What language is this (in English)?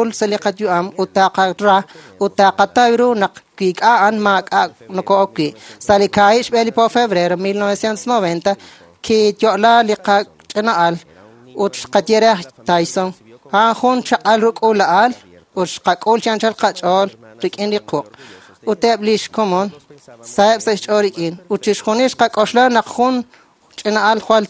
Kekchí